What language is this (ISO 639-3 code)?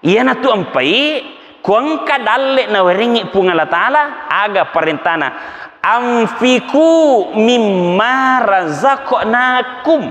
bug